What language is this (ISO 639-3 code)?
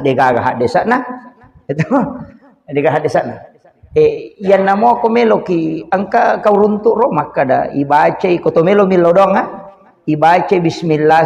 bug